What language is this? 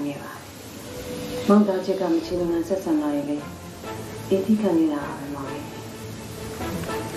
Burmese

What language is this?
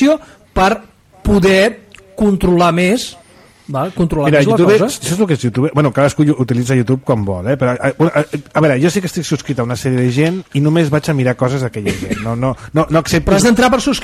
Catalan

